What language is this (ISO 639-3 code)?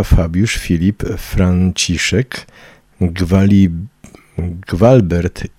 pol